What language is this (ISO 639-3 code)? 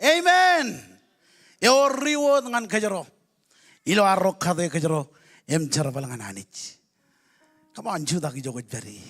mah